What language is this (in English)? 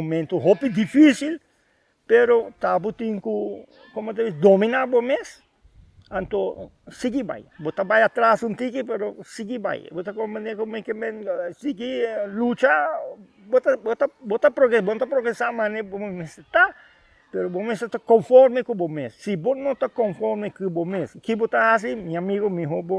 Papiamento